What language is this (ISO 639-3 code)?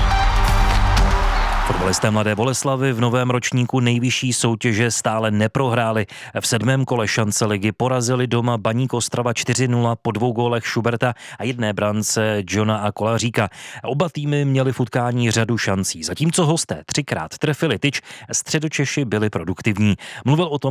ces